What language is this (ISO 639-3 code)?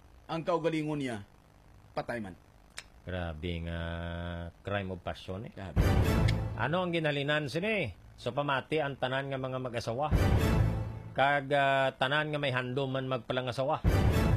hil